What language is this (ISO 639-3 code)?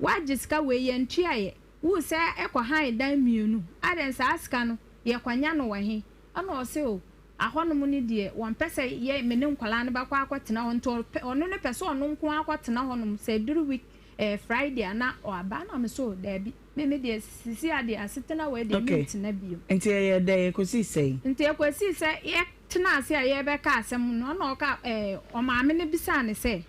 aka